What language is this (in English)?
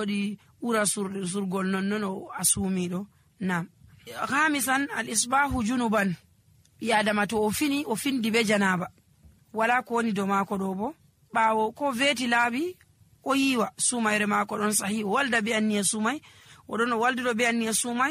Fula